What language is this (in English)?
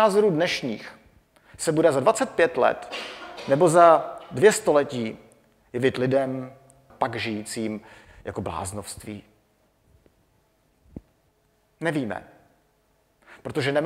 Czech